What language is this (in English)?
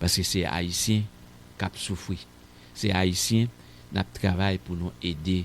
Haitian Creole